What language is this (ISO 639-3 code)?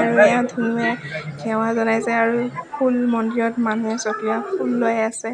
asm